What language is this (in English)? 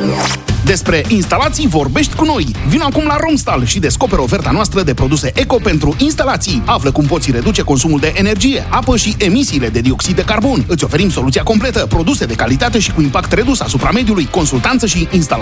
Romanian